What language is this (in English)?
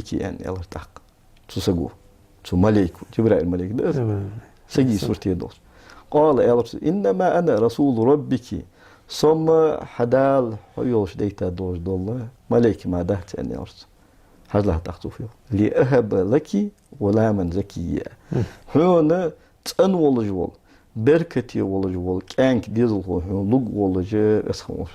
Ingush